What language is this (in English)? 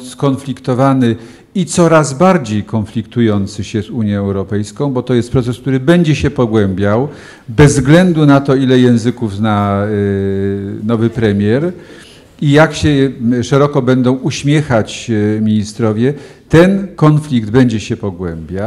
Polish